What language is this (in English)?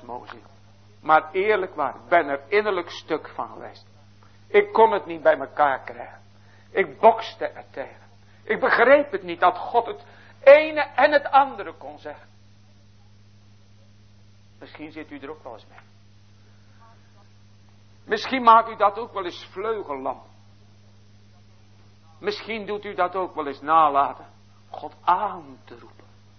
Dutch